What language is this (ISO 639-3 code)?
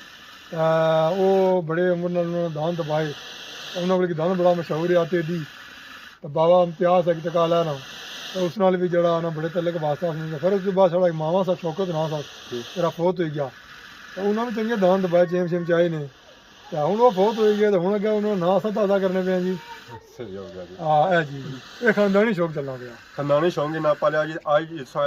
phr